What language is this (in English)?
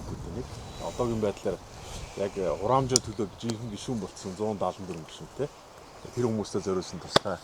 Mongolian